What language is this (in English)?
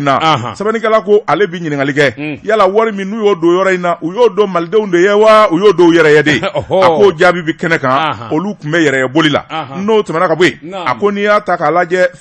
Bambara